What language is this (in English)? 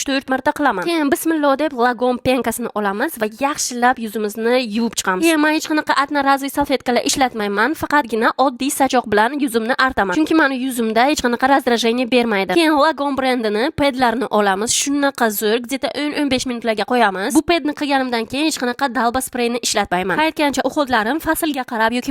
Uzbek